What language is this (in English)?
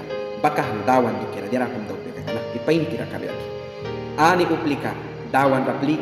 Mískito